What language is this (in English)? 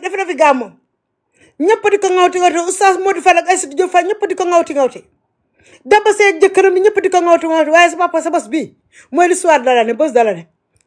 Wolof